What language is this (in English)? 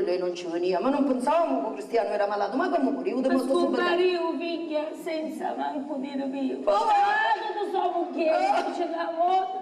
Sicilian